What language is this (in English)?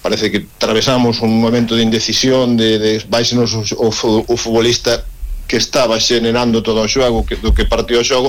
Galician